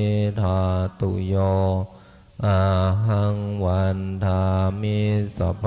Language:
Pali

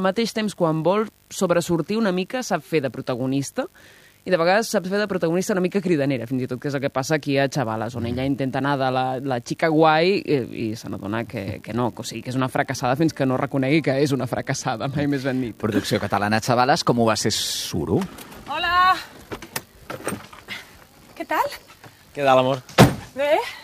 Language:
Catalan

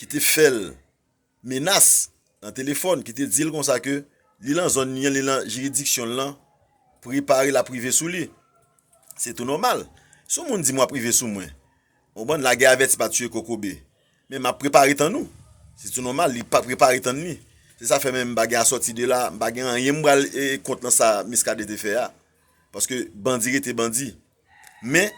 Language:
Haitian Creole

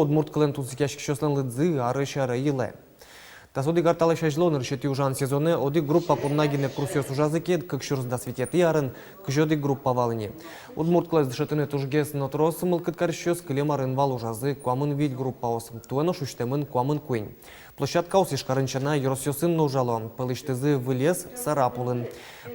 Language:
Udmurt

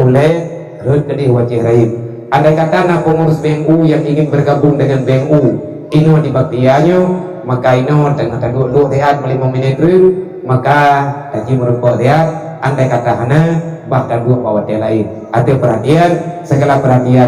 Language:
Achinese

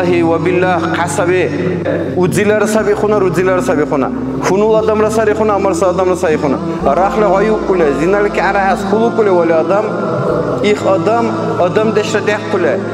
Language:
Dargwa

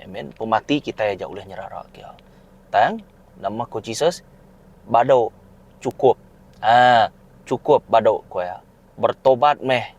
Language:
Iban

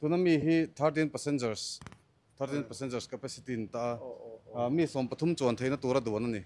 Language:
Mizo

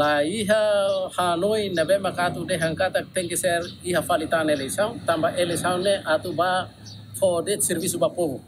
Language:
Tetum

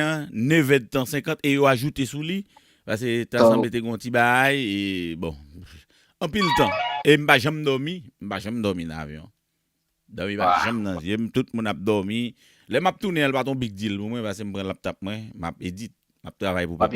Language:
Haitian Creole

